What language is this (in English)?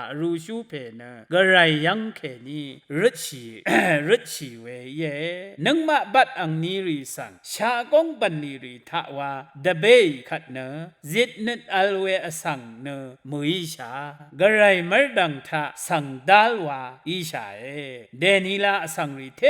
Rawang